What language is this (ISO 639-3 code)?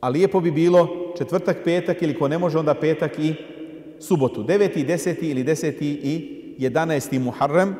bos